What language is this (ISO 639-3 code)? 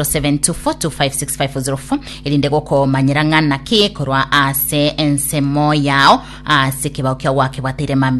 guz